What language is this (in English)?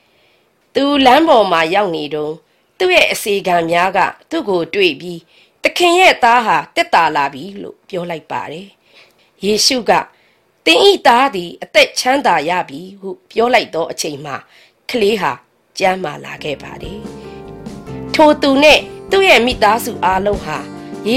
Burmese